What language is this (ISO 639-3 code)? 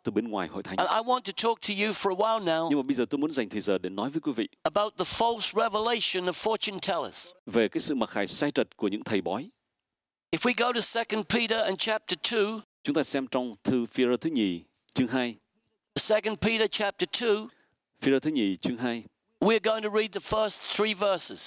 vie